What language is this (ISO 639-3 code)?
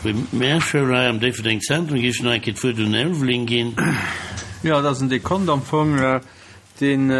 ltz